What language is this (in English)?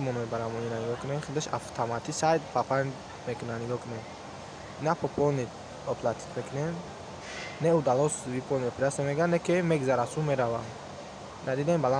Tajik